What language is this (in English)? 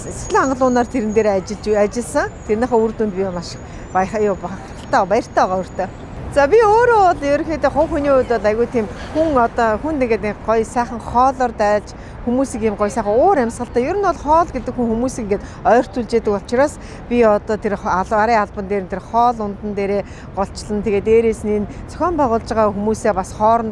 Mongolian